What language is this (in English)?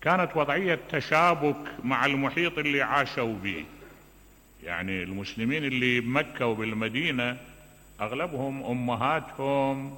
Mesopotamian Arabic